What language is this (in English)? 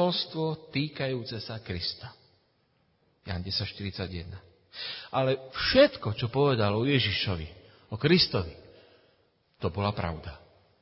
Slovak